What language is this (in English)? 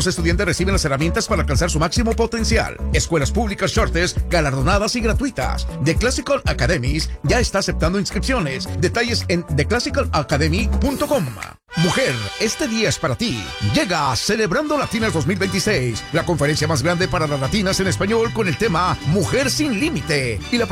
Spanish